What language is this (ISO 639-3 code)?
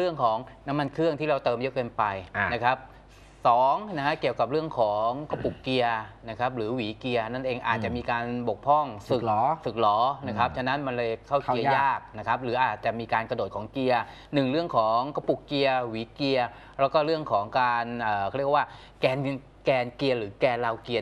tha